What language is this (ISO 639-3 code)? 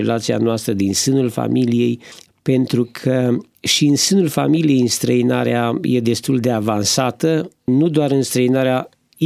ron